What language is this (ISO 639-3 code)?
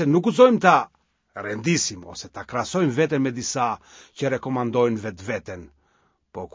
sqi